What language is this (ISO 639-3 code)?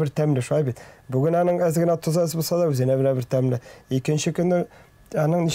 tat